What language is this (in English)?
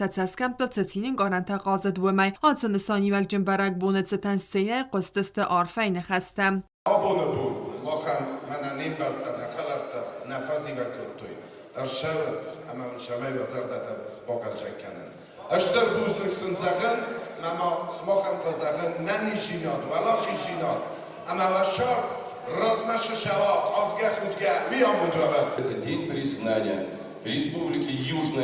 Ossetic